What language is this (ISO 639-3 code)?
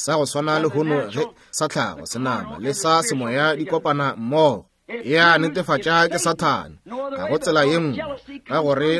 nso